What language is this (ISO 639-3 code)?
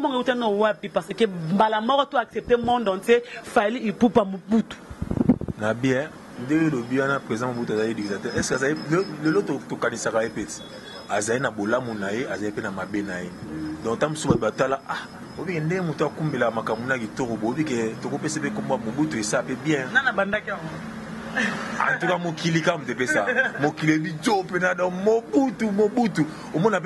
lin